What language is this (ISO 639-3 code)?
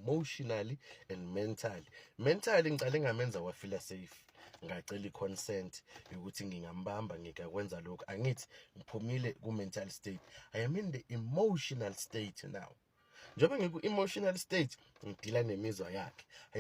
zul